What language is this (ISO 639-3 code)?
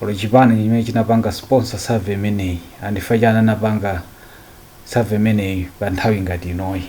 nya